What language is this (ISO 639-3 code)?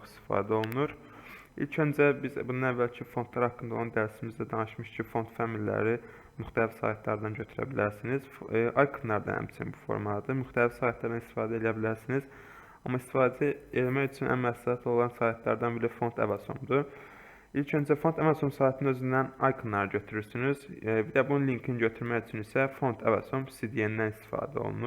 aze